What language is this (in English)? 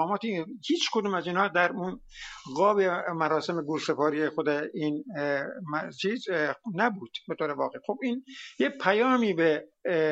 Persian